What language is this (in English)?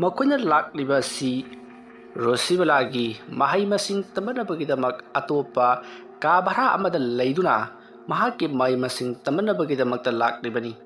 Manipuri